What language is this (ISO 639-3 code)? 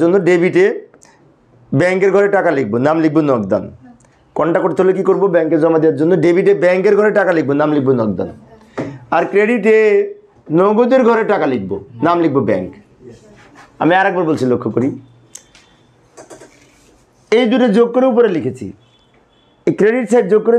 ben